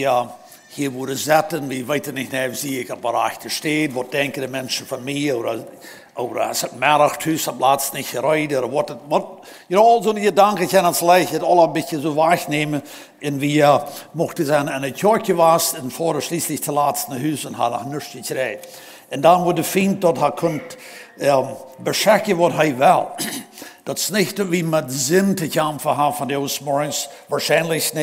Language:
Plautdietsch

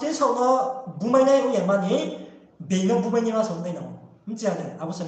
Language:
Riang (India)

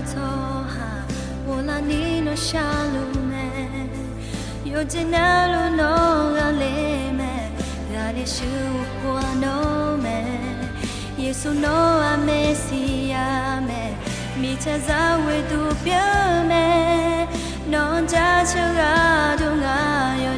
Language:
Akha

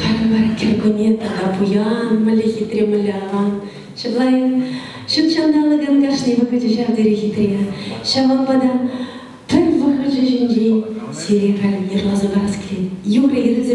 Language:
Chuvash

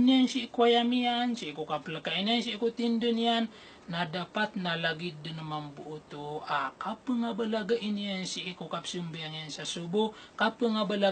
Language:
Maranao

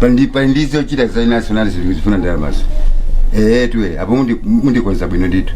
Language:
Nyanja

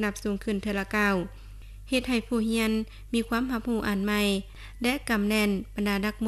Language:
Lao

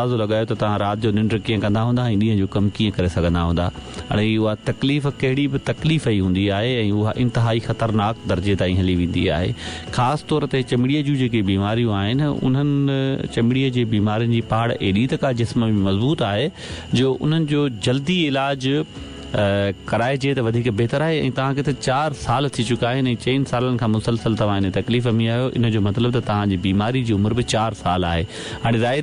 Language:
Sindhi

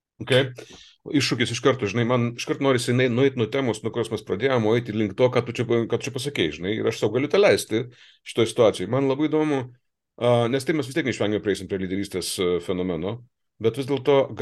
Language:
Lithuanian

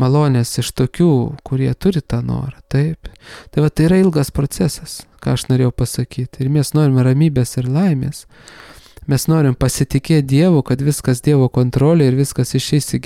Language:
Lithuanian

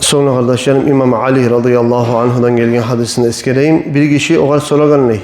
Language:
Kumyk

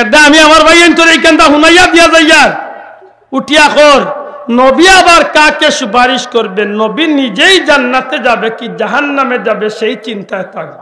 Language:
Sylheti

